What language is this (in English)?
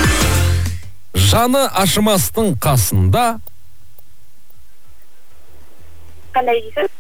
Kazakh